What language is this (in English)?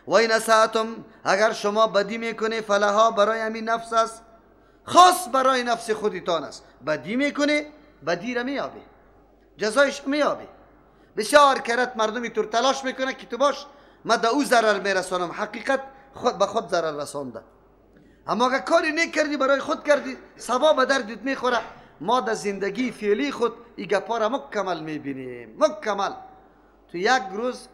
Persian